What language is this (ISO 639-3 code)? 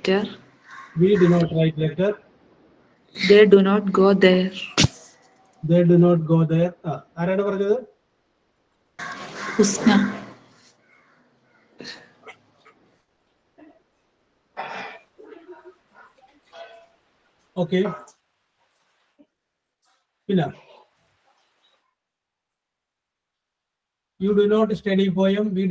mal